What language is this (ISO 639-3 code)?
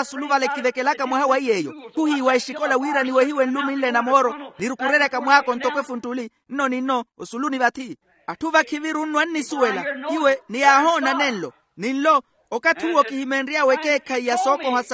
vmw